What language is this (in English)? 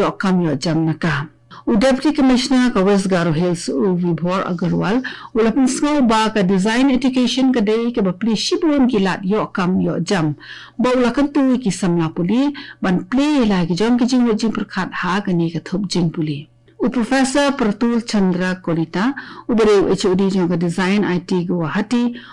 Khasi